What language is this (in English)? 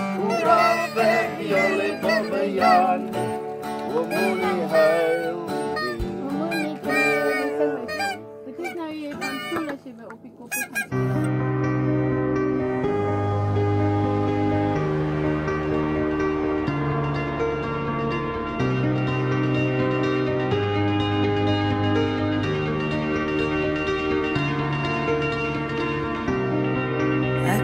Afrikaans